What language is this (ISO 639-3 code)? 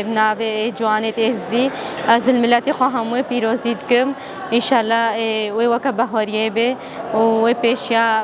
kur